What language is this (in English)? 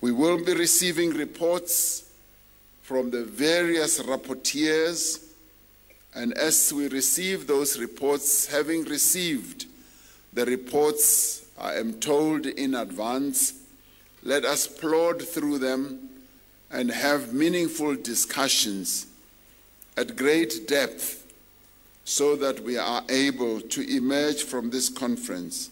English